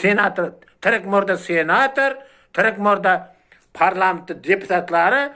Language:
Uzbek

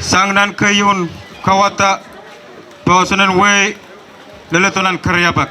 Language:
Pohnpeian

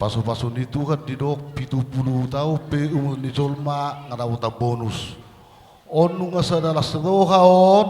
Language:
Batak Toba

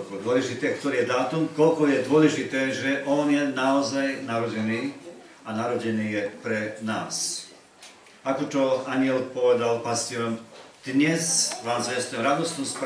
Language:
Slovak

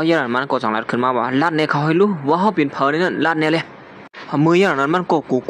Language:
Shan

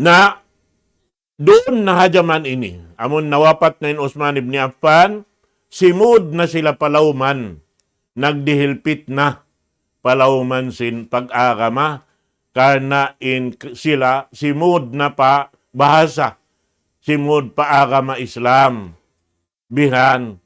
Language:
Tausug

